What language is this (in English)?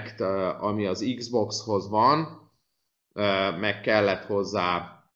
Hungarian